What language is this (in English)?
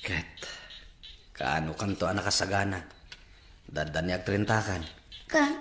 Iloko